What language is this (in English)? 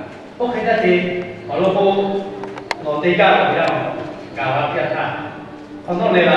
Lahu